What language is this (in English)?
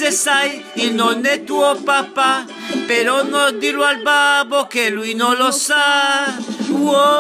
Italian